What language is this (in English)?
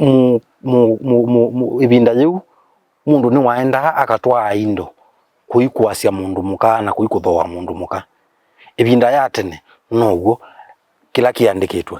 Kamba